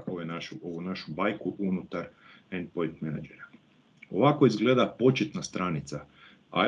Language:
Croatian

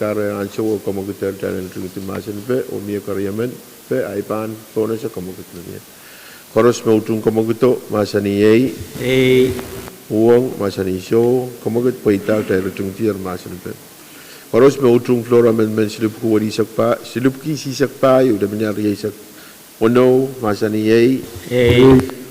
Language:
Pohnpeian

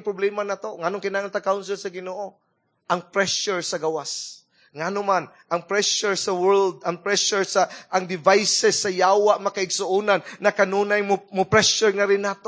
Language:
Cebuano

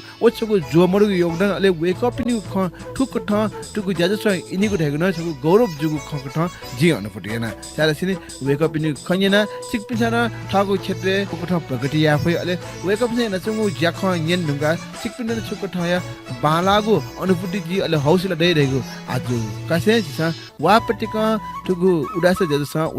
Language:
Newari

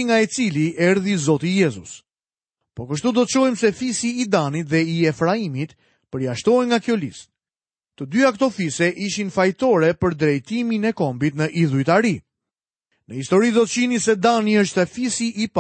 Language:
Albanian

